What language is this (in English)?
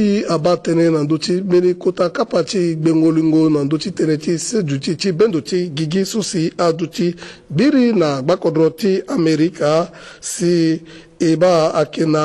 Sango